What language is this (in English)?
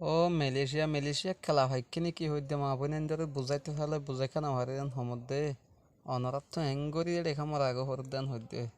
Rohingya